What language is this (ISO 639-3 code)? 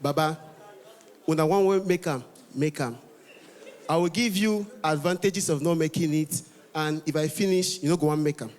pcm